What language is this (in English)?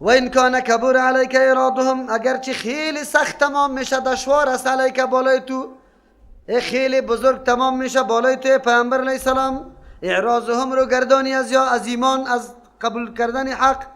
Persian